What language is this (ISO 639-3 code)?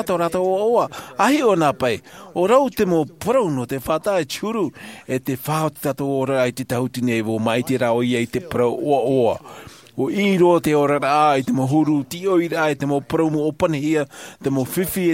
tah